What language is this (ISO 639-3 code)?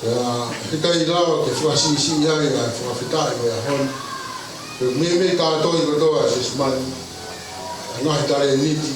ton